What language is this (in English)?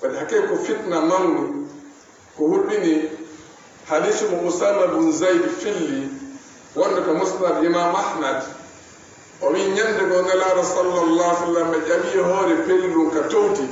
Fula